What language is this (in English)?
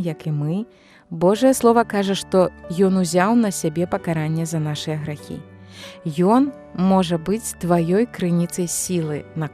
Belarusian